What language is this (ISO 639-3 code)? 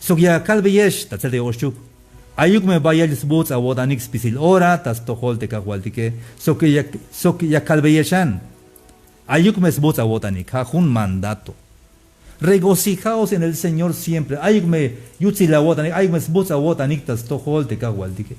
tzh